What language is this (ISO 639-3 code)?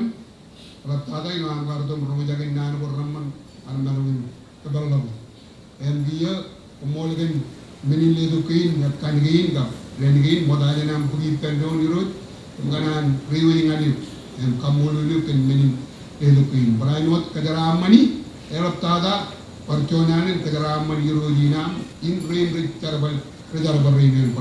mah